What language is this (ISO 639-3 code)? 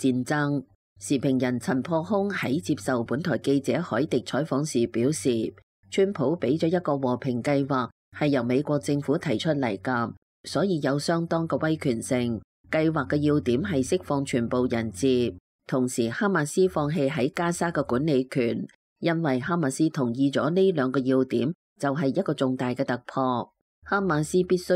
yue